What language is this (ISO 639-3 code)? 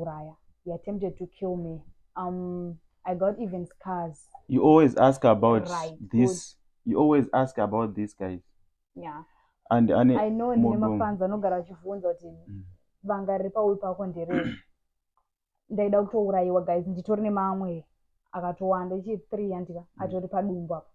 sna